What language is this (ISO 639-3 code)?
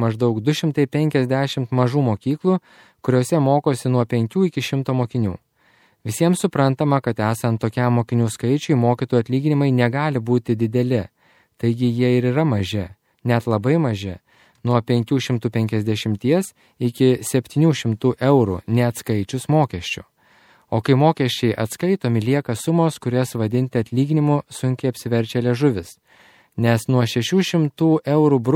lit